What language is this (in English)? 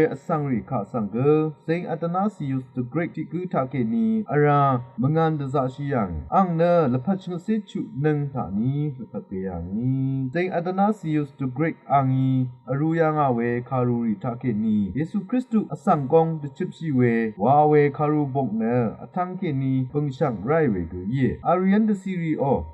Rawang